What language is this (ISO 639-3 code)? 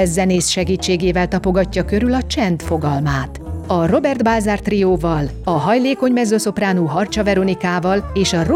hun